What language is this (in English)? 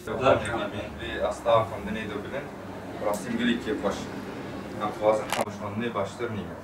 Kurdish